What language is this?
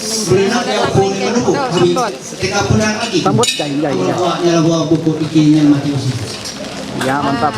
Ma'anyan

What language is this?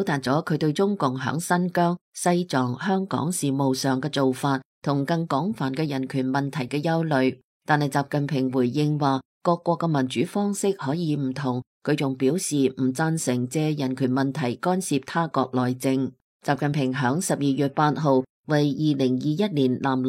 Cantonese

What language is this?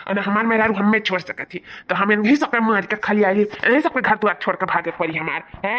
Awadhi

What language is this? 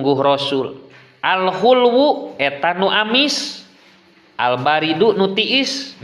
Sundanese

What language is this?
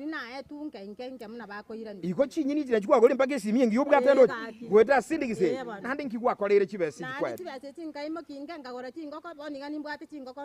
Gusii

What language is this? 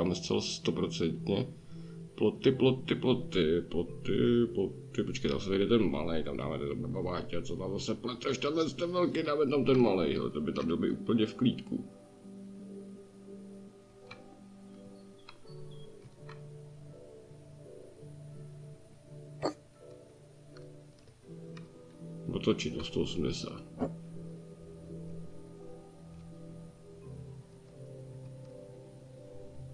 Czech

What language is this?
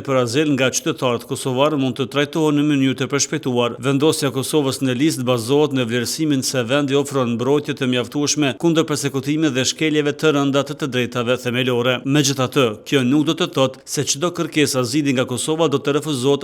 Albanian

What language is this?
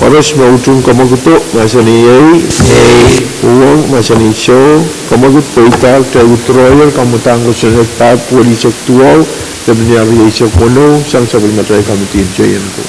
Pohnpeian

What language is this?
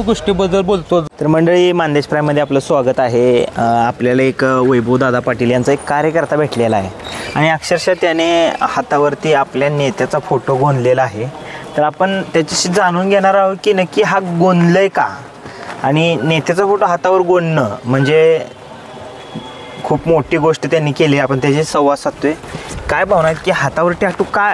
Marathi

